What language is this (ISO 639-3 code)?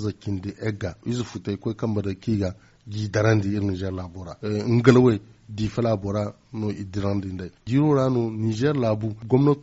dje